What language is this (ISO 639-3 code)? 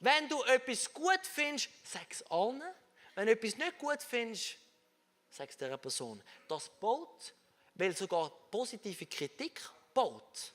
gsw